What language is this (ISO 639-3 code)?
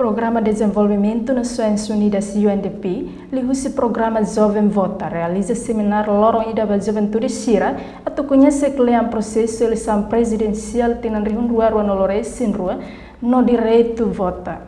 tet